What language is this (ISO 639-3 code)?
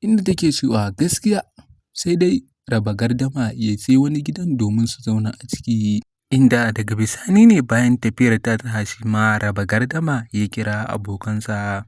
hau